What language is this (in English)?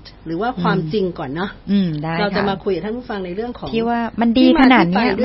Thai